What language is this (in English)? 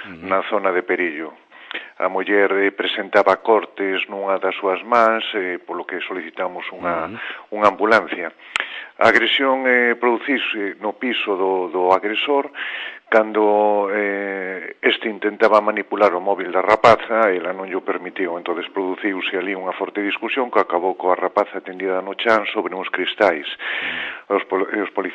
Galician